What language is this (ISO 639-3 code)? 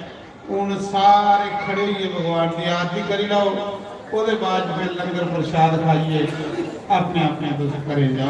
doi